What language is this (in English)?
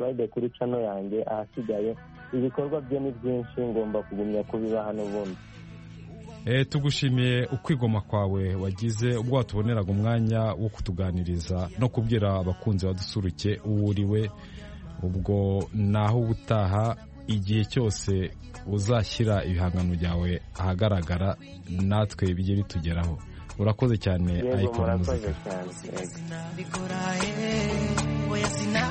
Kinyarwanda